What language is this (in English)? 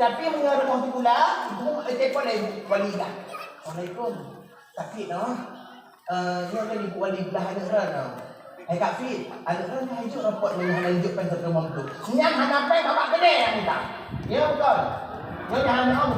Achinese